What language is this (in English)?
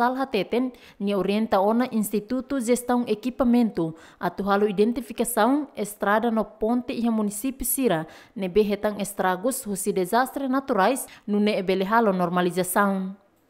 Tetum